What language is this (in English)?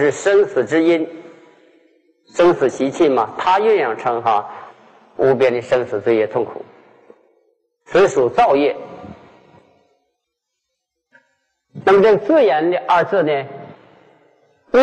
Chinese